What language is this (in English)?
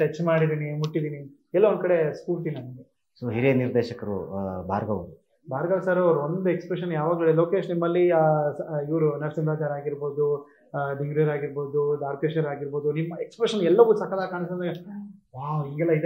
Kannada